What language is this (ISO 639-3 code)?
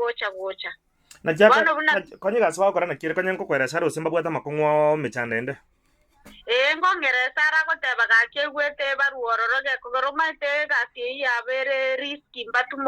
guz